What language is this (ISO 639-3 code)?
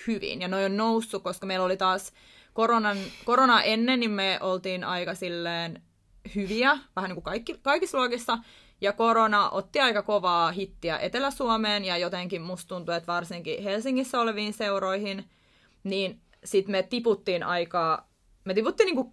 fin